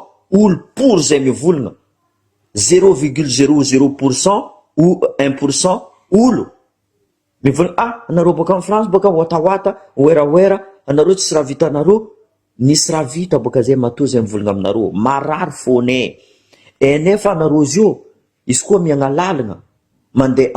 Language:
Malagasy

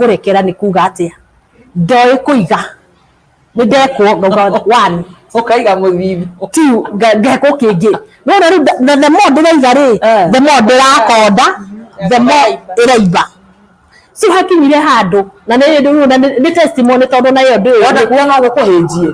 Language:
Kikuyu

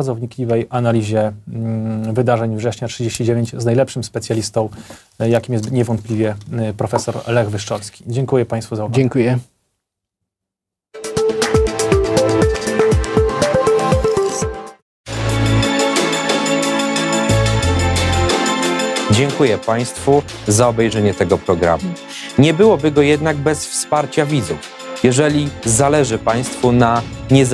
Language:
Polish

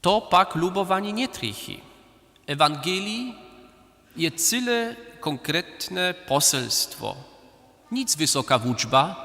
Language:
Upper Sorbian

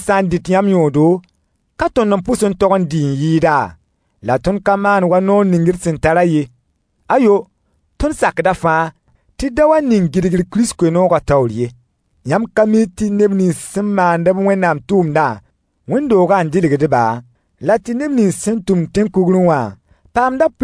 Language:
Mossi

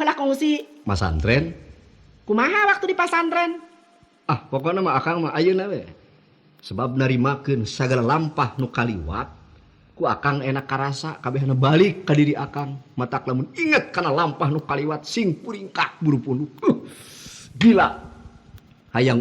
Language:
Sundanese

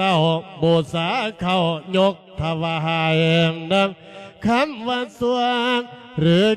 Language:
Lao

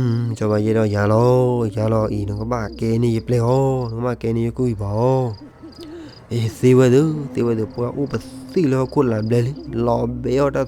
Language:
S'gaw Karen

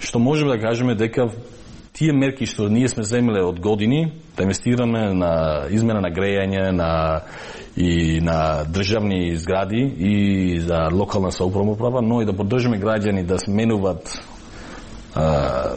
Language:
Macedonian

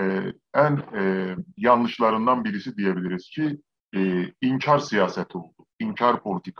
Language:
South Azerbaijani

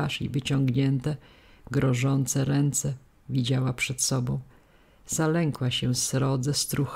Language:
Polish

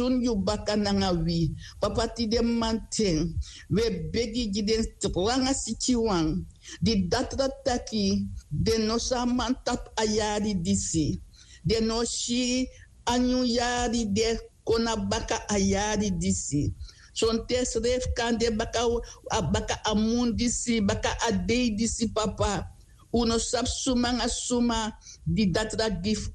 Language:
Sranan Tongo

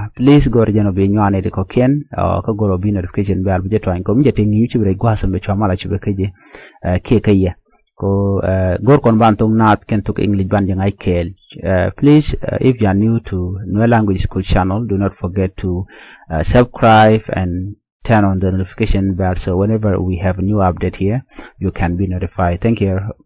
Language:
Nuer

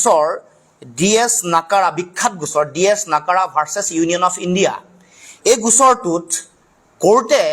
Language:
Assamese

